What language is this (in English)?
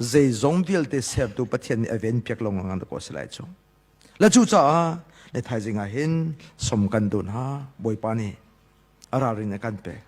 Hakha Chin